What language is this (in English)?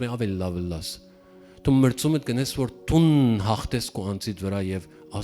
Western Armenian